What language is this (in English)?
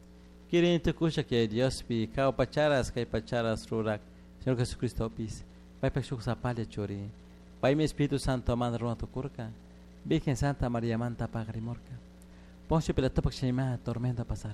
Chimborazo Highland Quichua